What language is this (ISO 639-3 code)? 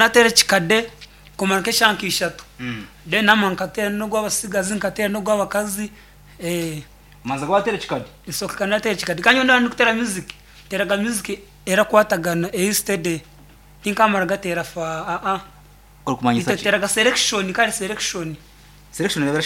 nyn